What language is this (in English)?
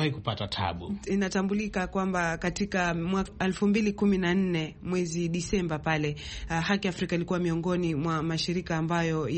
Swahili